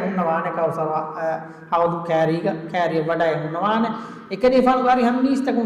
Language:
Divehi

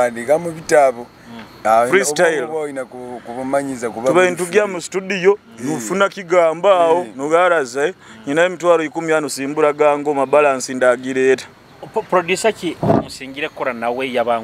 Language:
Nyoro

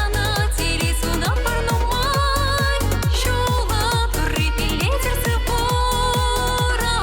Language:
Chuvash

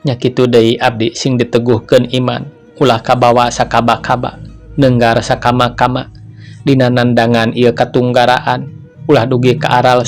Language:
Sundanese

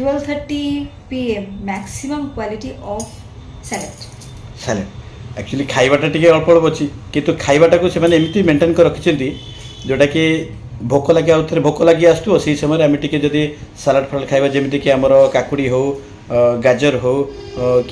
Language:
Odia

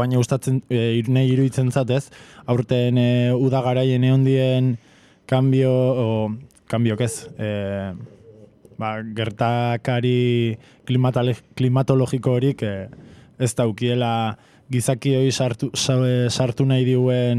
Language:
Basque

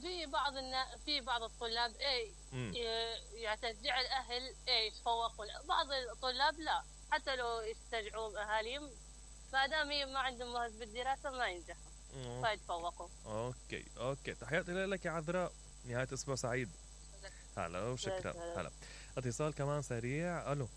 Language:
Mesopotamian Arabic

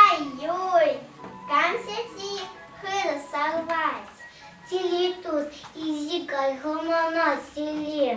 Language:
Chuvash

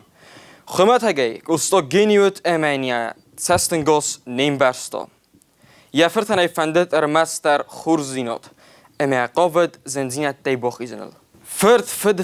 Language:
Ossetic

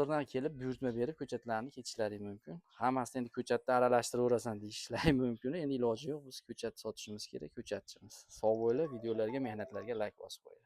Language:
Uzbek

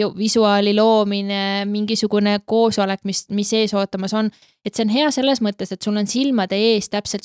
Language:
Estonian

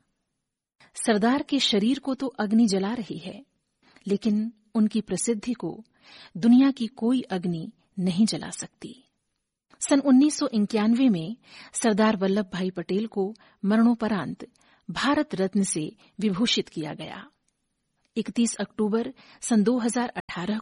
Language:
Hindi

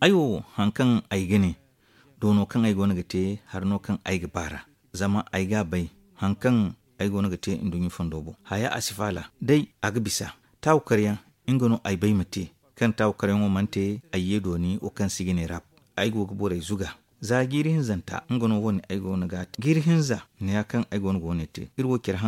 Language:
Zarma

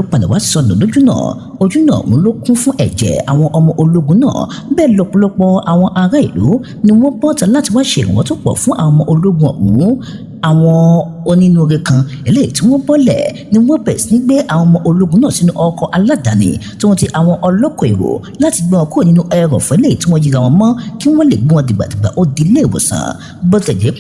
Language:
Yoruba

